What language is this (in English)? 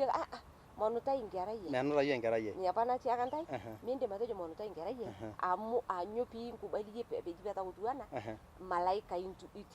Masai